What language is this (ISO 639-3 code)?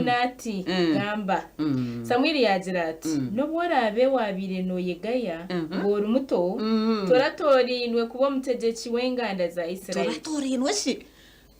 nyn